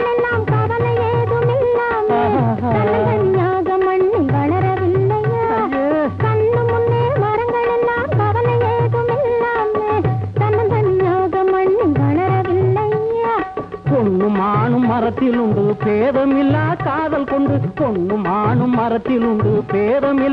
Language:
Tamil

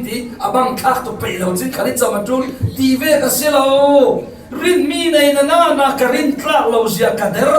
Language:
Falam Chin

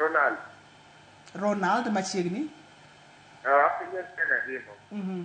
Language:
Luo (Kenya and Tanzania)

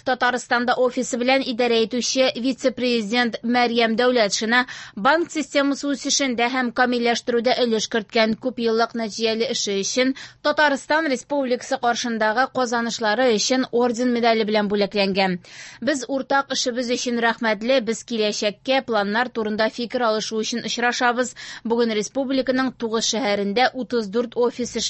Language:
Tatar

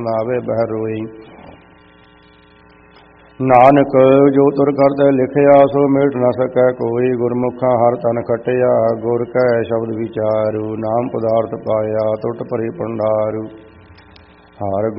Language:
Punjabi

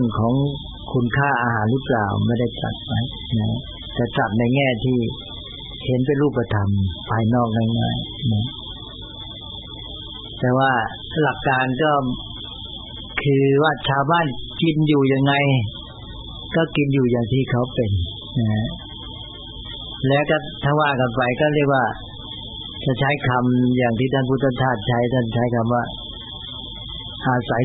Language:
Thai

